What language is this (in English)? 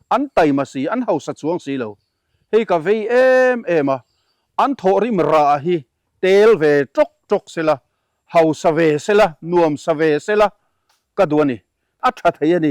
Mizo